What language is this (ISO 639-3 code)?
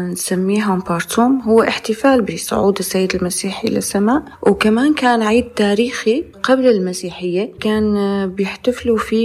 apc